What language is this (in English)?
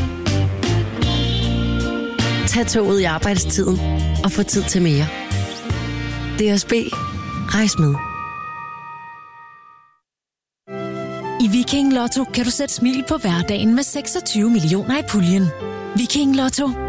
Danish